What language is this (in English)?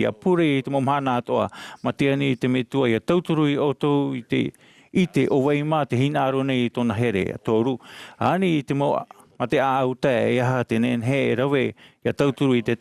Tahitian